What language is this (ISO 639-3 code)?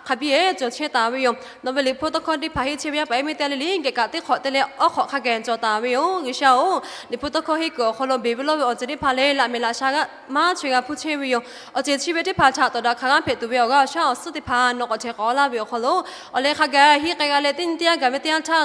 lhu